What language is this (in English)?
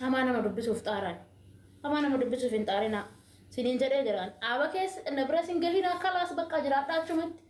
Oromo